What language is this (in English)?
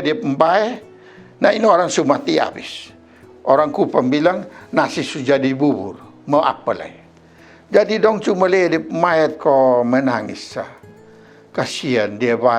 Kupang Malay